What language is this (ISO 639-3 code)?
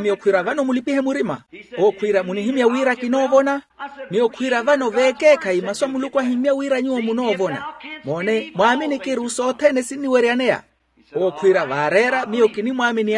vmw